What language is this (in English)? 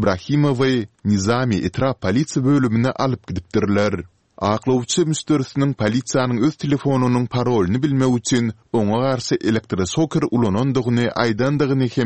Turkmen